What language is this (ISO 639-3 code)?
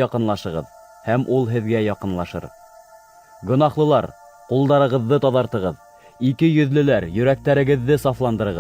bak